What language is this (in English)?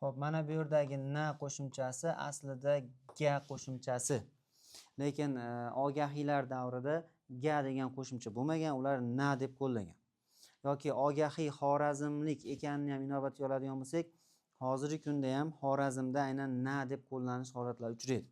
Uzbek